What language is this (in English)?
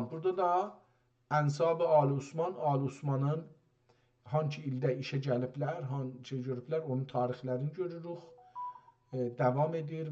South Azerbaijani